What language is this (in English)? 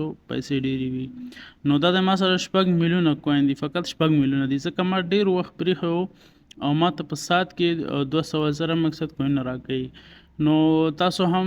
Pashto